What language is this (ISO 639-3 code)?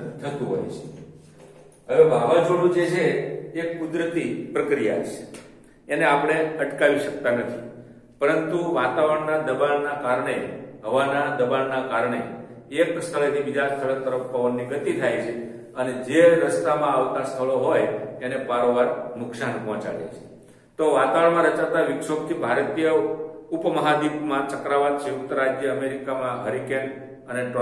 guj